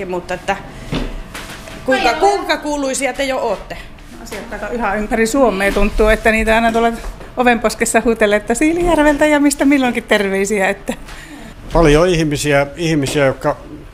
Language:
Finnish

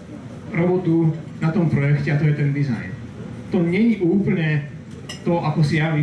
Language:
Slovak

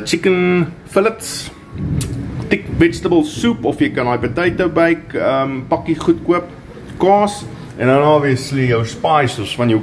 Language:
Afrikaans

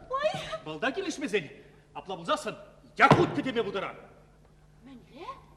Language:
Chuvash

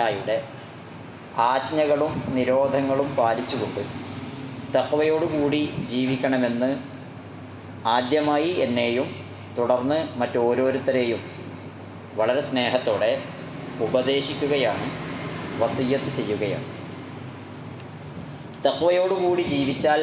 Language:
Malayalam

